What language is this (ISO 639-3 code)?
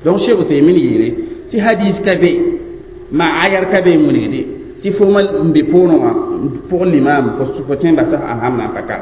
mos